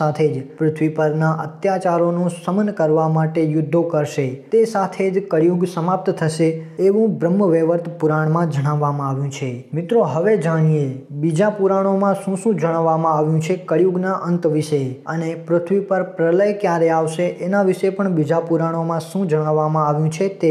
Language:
Gujarati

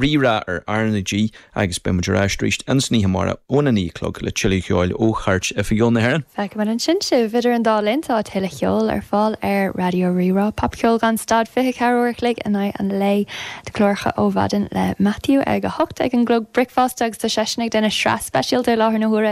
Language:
Irish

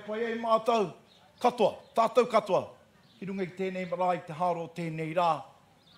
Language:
Māori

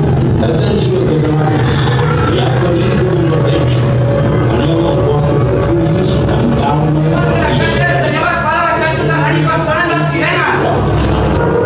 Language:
Catalan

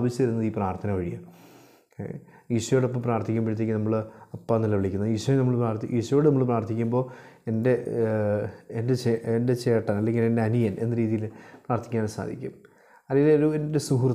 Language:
Malayalam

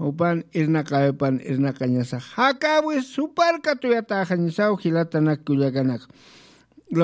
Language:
Aymara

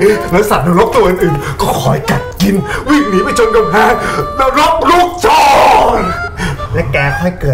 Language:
Thai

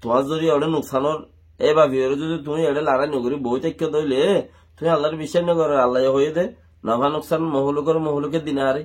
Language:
Rohingya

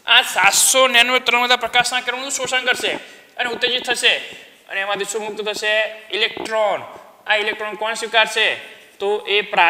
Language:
Gujarati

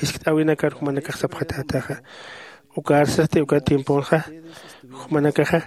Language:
Aymara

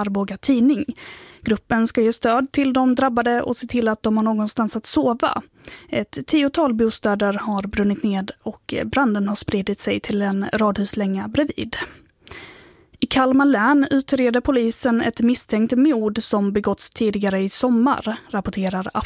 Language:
Swedish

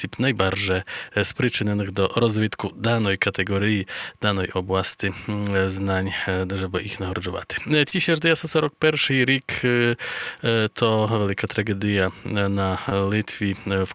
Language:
Rusyn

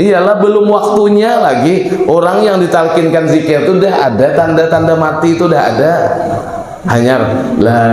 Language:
Banjar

